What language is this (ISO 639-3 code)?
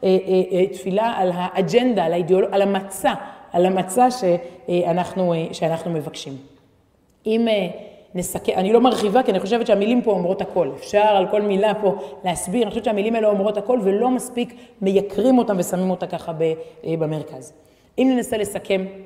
heb